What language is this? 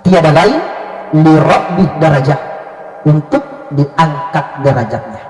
Buginese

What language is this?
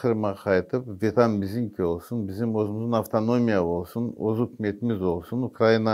Crimean Tatar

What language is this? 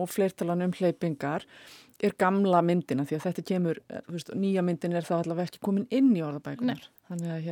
Icelandic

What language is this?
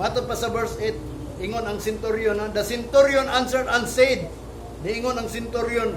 Cebuano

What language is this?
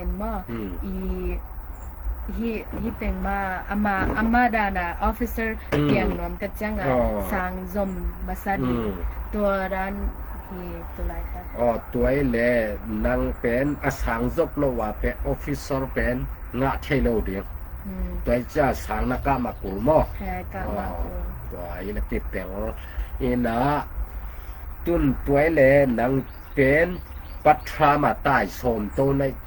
Tedim Chin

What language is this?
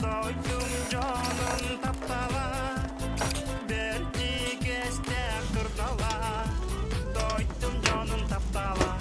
Yakut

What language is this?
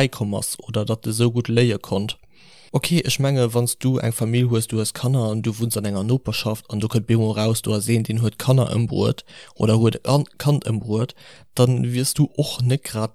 Luxembourgish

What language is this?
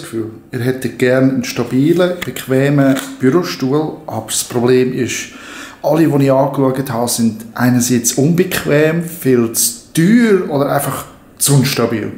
Swiss German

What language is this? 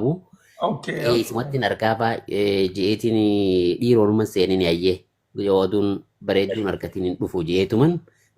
Oromo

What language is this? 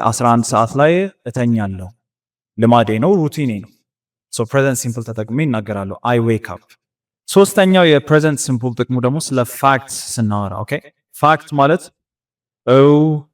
Amharic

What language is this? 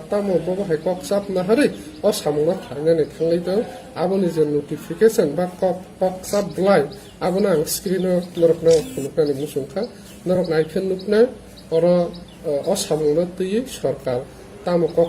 Kok Borok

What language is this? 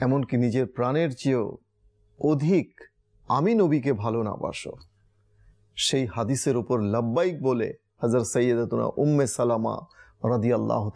Bangla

